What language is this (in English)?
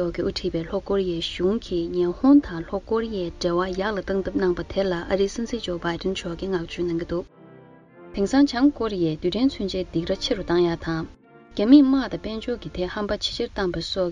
Tibetan